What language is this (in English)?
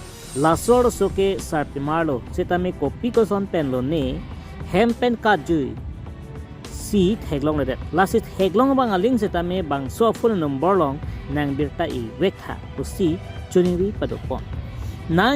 Karbi